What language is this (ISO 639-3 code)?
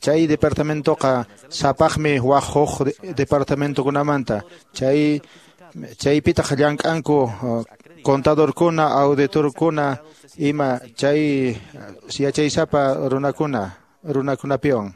que